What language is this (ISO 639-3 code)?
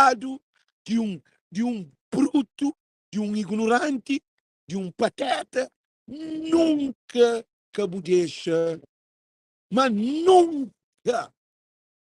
kea